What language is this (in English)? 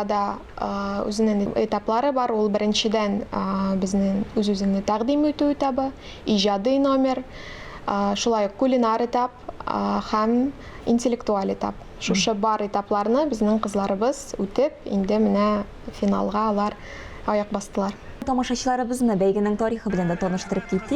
Tatar